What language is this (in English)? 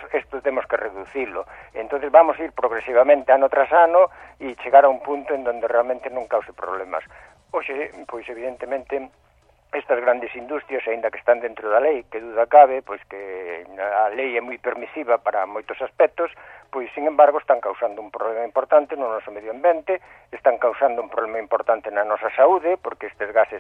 Galician